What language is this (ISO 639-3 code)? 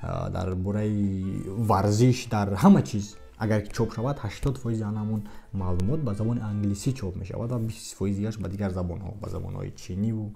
tgk